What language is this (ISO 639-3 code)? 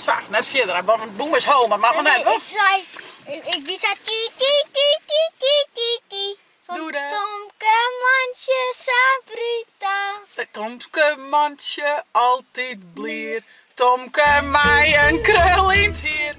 fry